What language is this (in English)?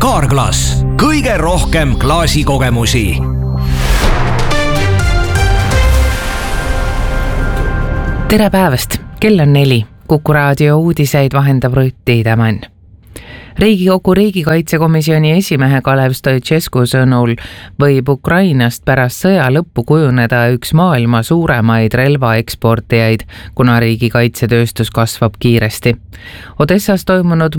Estonian